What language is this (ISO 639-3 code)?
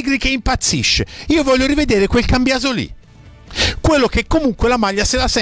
ita